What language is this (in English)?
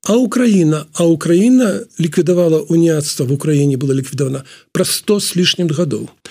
Belarusian